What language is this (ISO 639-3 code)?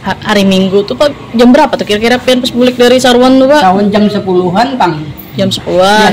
bjn